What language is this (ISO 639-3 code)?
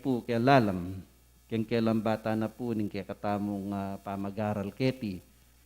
pam